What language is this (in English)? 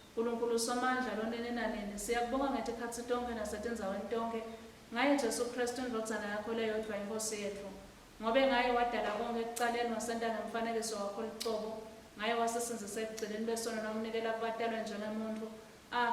Swati